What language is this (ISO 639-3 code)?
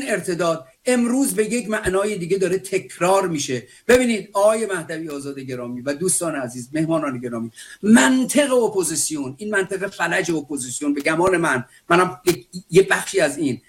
fas